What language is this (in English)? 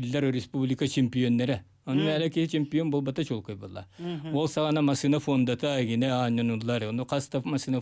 Yakut